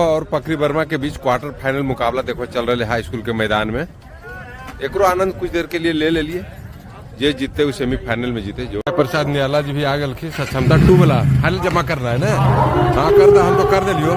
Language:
Magahi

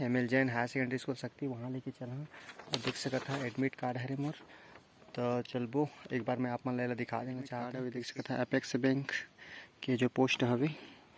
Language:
Chhattisgarhi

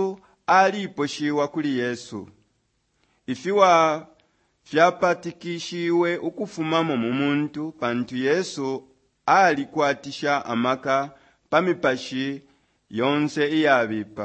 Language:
Bemba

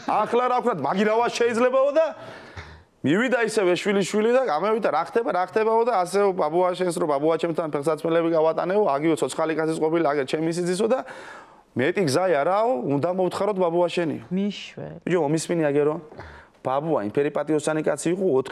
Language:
Georgian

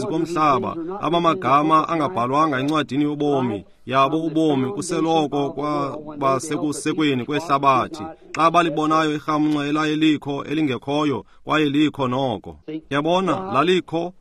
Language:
Xhosa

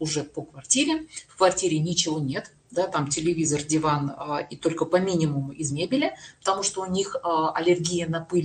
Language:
Russian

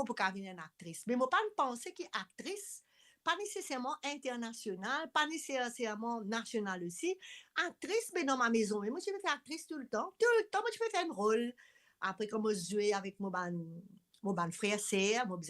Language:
Morisyen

